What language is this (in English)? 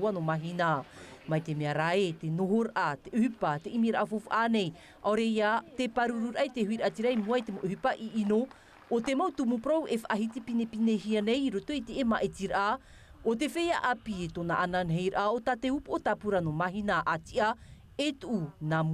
Tahitian